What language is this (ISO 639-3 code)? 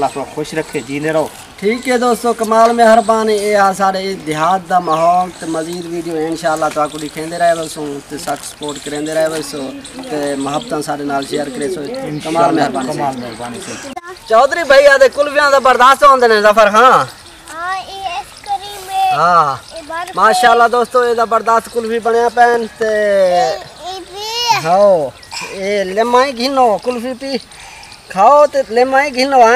skr